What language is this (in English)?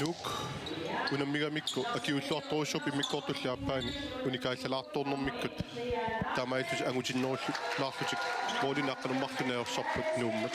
Kalaallisut